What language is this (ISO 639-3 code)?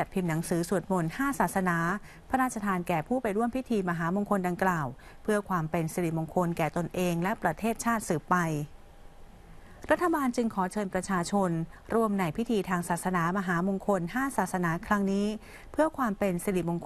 tha